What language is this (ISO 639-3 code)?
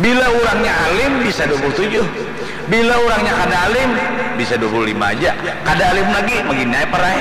bjn